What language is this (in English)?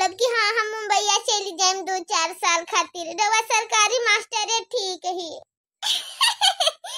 Bhojpuri